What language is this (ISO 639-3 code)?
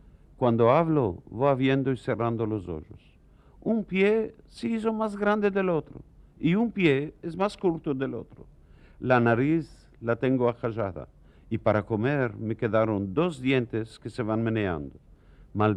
lad